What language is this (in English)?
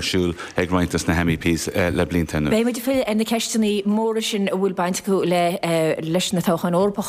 Irish